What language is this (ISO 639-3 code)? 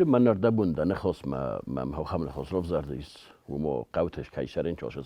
oss